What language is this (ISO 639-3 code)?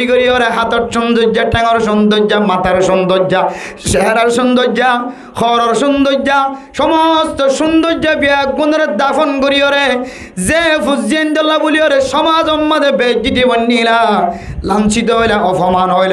rhg